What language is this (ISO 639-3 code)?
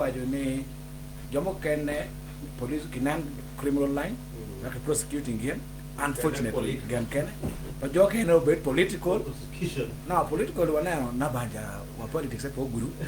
ach